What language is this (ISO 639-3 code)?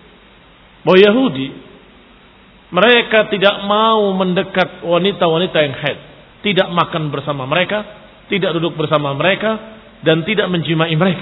ind